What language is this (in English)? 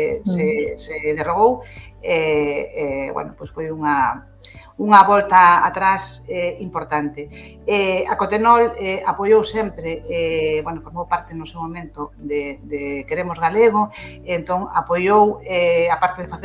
Galician